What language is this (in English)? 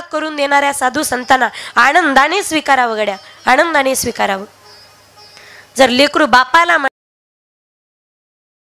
Marathi